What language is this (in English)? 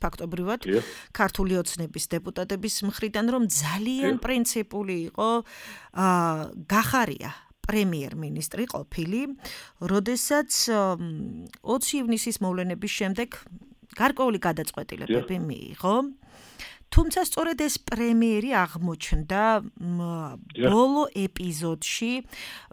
Georgian